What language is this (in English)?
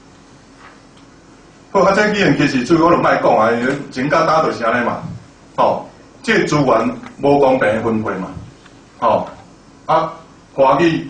Min Nan Chinese